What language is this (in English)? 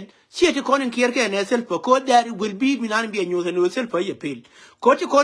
Nuer